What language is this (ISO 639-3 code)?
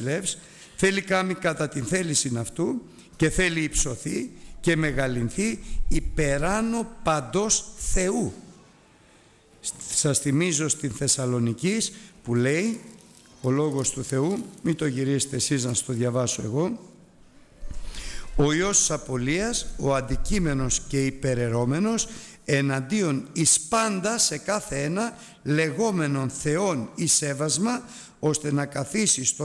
ell